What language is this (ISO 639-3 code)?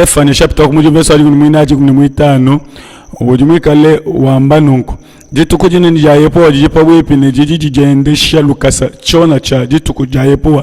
lua